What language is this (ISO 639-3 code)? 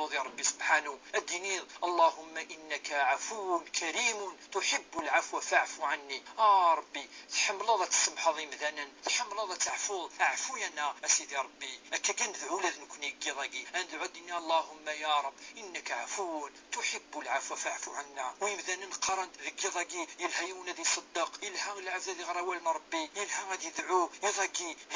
kab